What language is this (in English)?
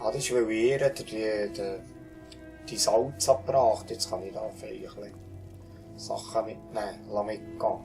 Swiss German